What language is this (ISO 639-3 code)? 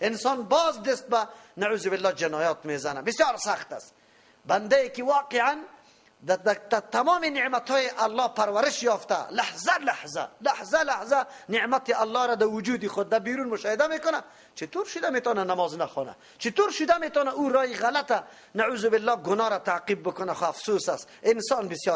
fas